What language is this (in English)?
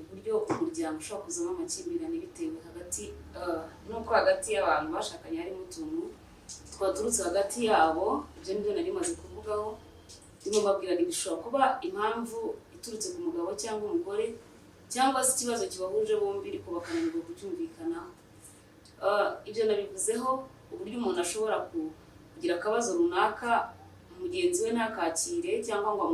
Kinyarwanda